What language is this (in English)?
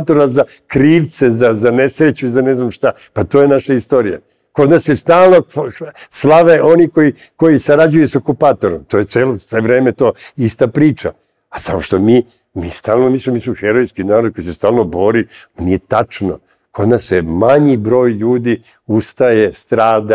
Serbian